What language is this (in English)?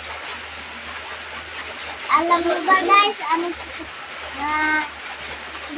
Filipino